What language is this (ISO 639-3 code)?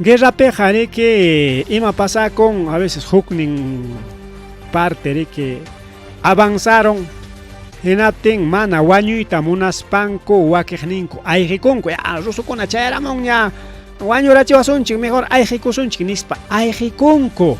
quy